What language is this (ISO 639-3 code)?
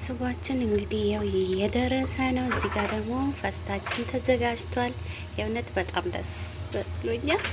amh